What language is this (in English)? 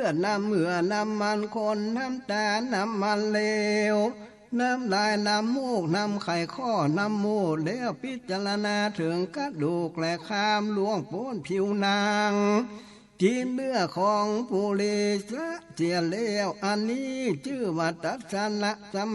Northern Thai